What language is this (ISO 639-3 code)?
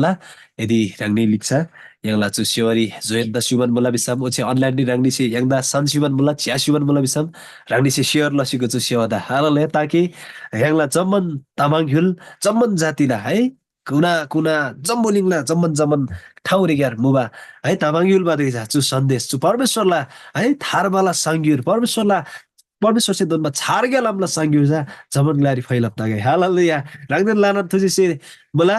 taj